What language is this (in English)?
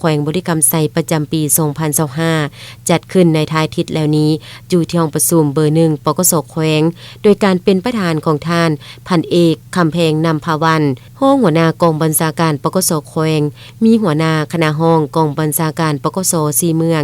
Lao